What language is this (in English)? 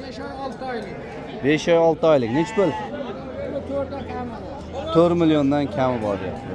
Uzbek